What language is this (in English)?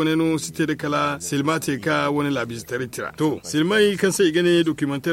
Zarma